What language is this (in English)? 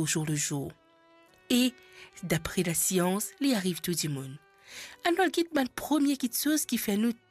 Morisyen